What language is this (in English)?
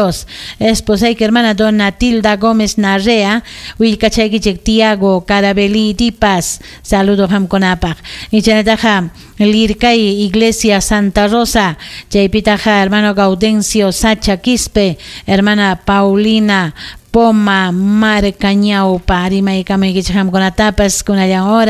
Ayacucho Quechua